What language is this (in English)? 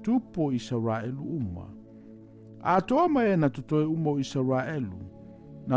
Samoan